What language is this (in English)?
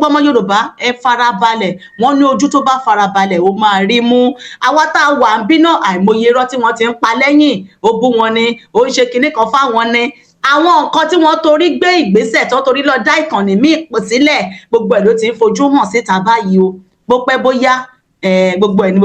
Yoruba